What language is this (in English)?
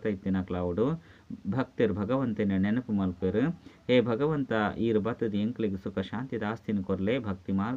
Tulu